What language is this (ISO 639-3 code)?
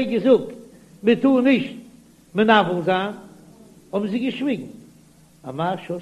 yid